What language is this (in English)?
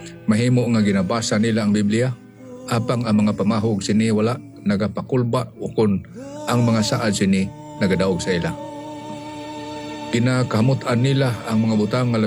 Hiligaynon